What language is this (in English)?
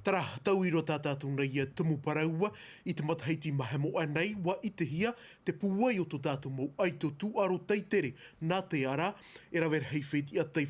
Tahitian